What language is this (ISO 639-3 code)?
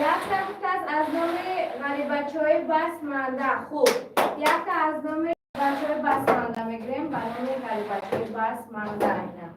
tgk